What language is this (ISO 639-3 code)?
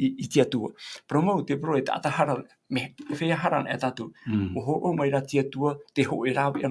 tah